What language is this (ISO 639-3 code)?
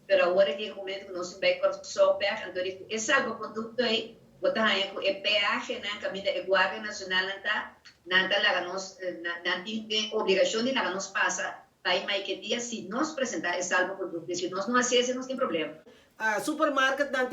pap